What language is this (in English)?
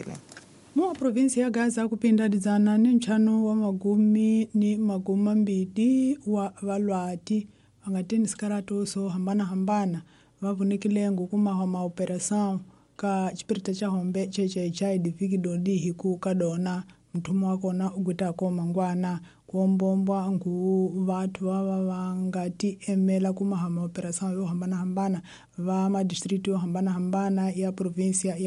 Tsonga